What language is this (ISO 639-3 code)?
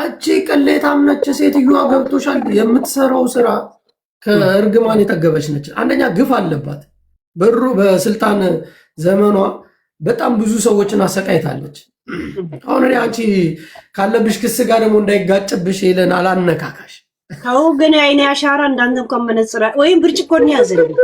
amh